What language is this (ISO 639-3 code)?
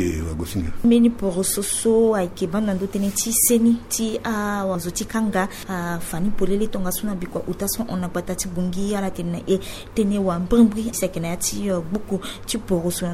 sag